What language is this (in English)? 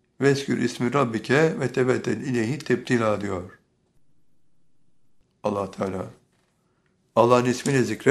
Turkish